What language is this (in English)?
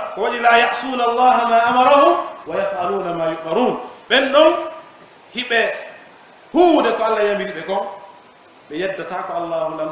Pular